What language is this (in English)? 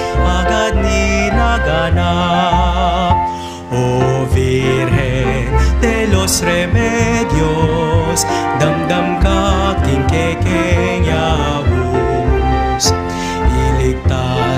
Pampanga